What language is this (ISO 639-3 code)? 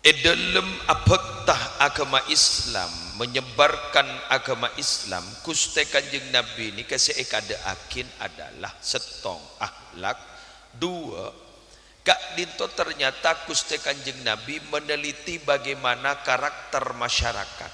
mad